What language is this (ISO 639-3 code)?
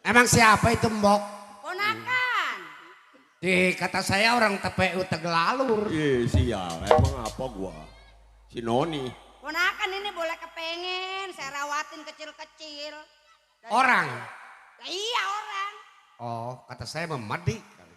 bew